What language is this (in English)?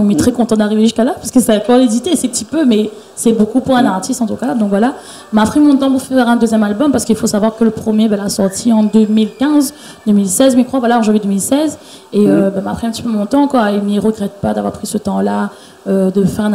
Réunion Creole French